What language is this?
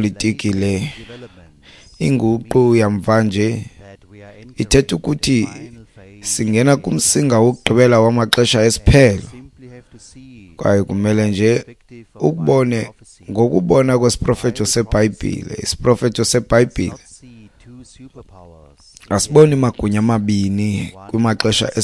Xhosa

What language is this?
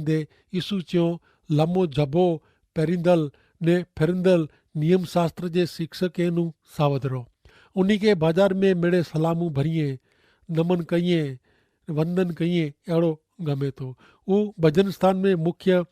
Kachhi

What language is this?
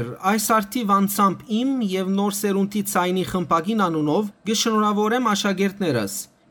Western Armenian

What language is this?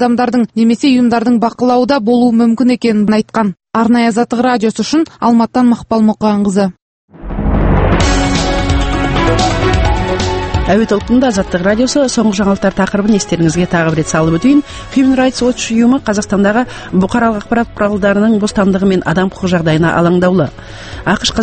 Kazakh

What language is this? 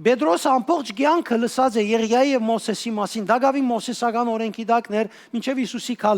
Western Armenian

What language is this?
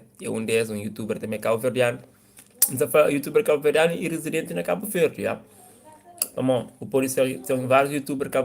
Kabuverdianu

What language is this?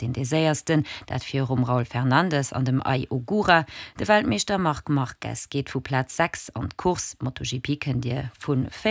Luxembourgish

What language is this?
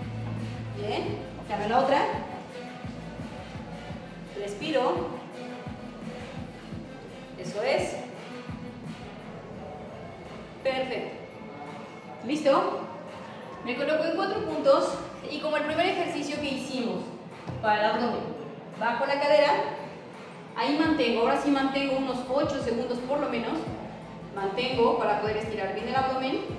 Spanish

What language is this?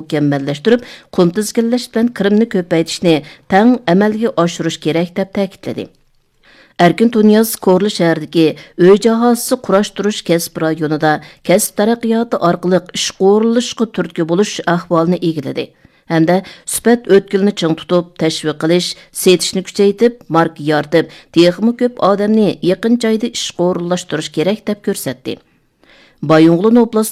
Uyghur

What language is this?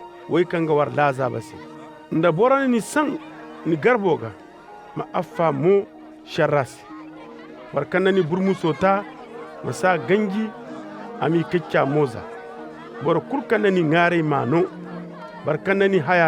Koyraboro Senni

